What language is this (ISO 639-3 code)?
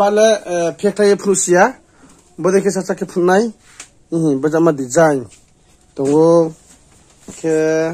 ria